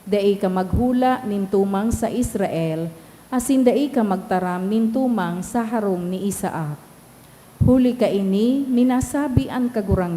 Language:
Bikol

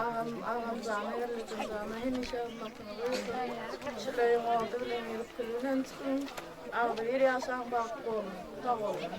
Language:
Turkmen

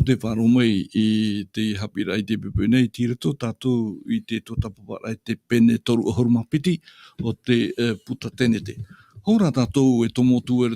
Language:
Tahitian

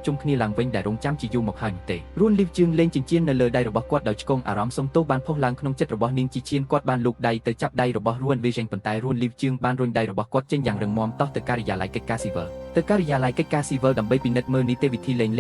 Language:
Khmer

